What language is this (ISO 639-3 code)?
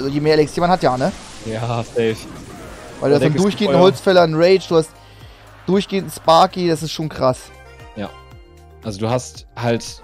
deu